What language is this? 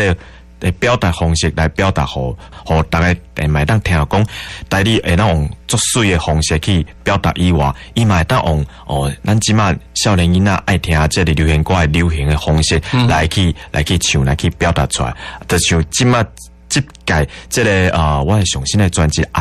Min Nan Chinese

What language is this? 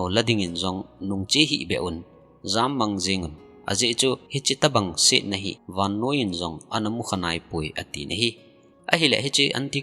Thado Chin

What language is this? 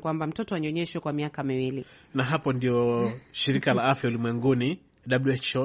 Swahili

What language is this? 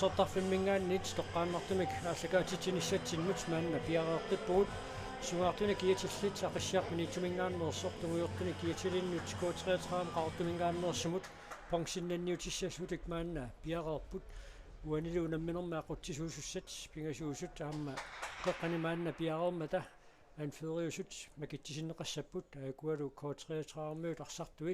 Kalaallisut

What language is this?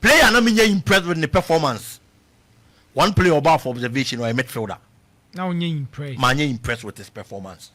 Akan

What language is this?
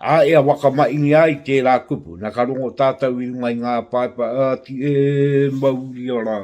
Māori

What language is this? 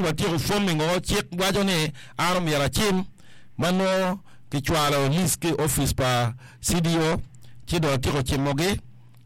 Acoli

